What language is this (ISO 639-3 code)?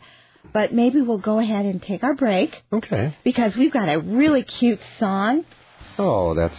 eng